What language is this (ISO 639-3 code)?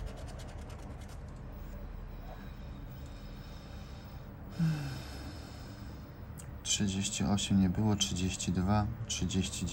pol